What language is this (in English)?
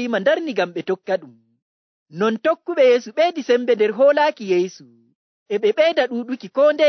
Nigerian Fulfulde